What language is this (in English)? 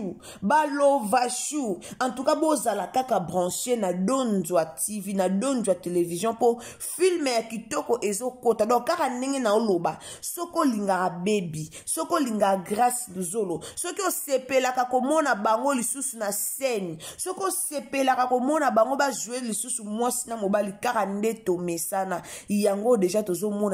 Lingala